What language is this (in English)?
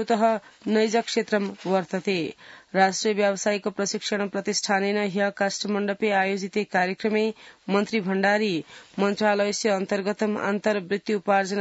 Sanskrit